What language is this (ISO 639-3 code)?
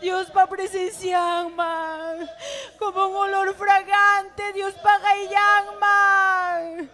quy